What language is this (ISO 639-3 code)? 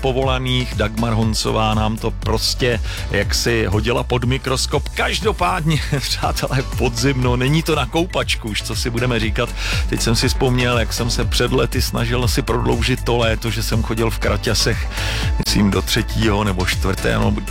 ces